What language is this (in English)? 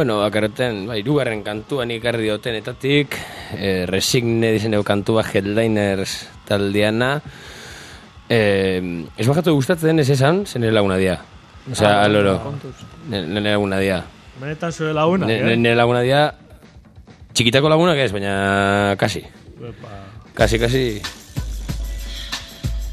Basque